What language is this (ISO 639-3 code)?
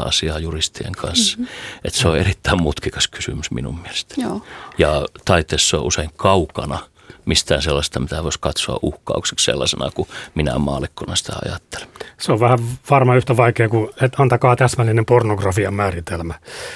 fin